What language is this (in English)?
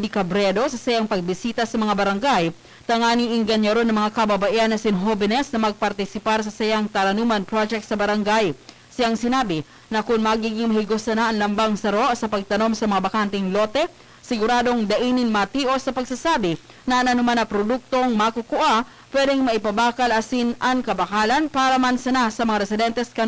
Bikol